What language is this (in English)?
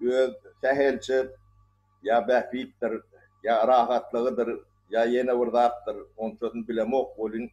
Turkmen